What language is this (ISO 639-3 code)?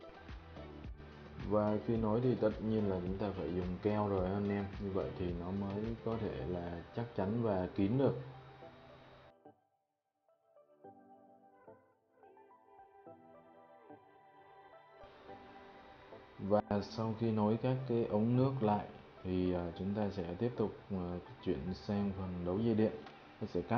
vie